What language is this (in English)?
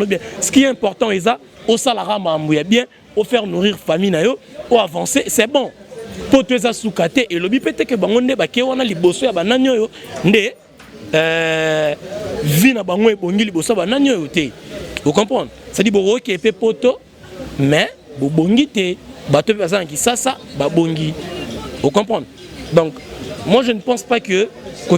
Lingala